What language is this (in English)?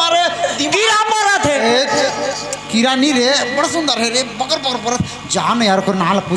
Chhattisgarhi